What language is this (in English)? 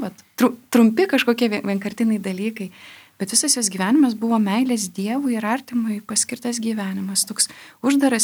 Lithuanian